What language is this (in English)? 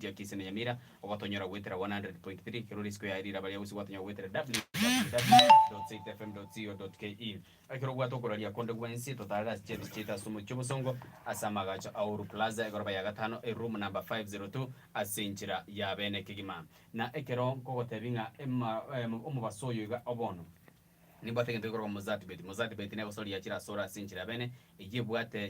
Gusii